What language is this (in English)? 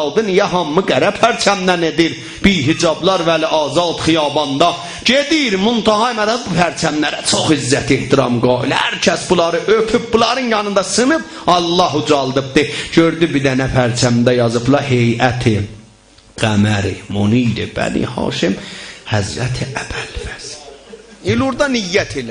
South Azerbaijani